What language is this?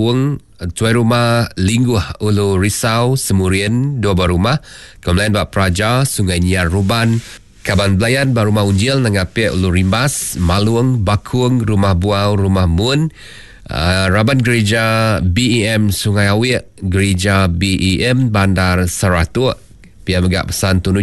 Iban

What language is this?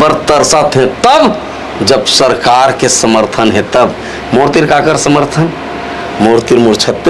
Chhattisgarhi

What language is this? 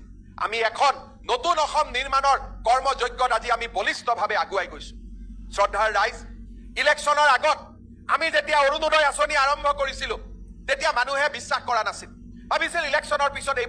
Assamese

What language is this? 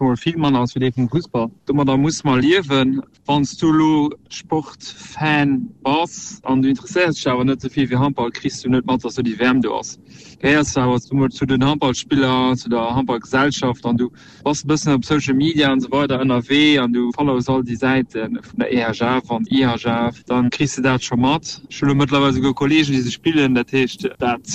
Luxembourgish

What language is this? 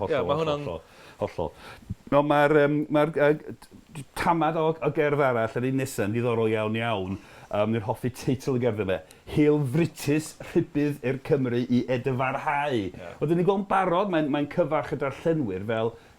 Welsh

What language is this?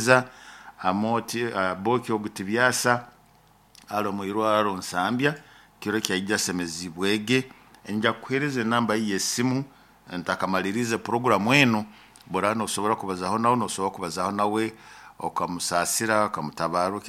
Nyoro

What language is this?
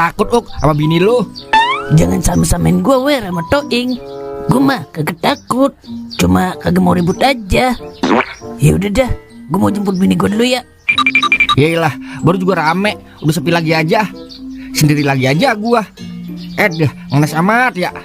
Betawi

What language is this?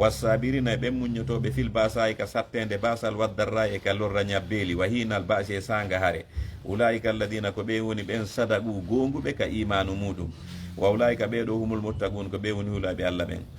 Fula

